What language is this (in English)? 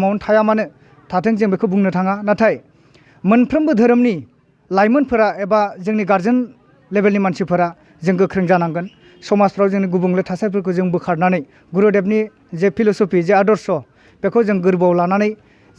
Bodo